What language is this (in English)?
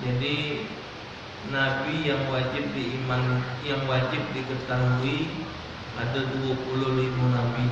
Musi